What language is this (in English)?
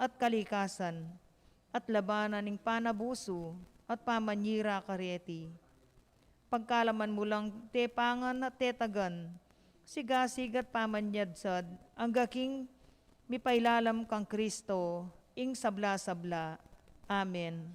Pampanga